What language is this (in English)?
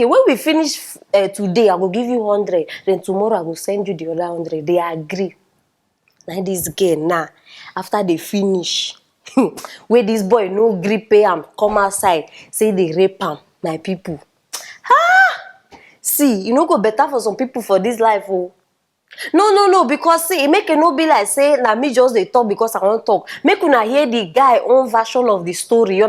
Nigerian Pidgin